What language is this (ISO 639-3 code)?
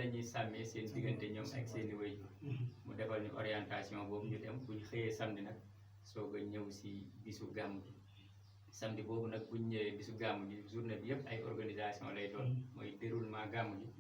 wol